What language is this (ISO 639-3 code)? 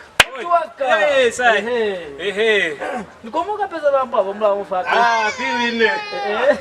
loz